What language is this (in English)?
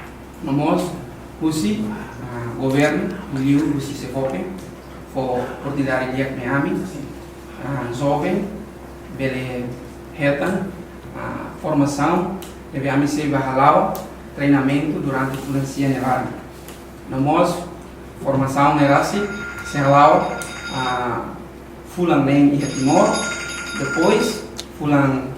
Tetum